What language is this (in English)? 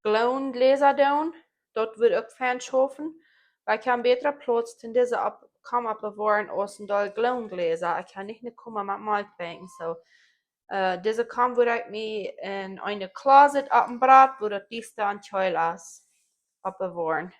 Plautdietsch